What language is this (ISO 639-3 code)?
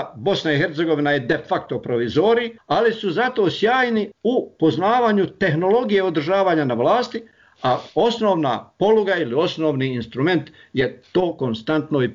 bos